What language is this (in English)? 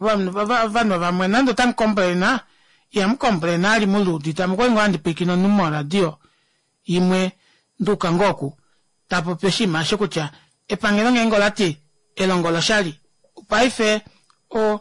Kuanyama